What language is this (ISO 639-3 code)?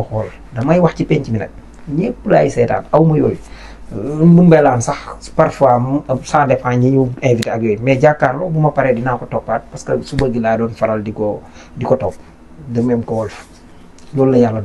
wol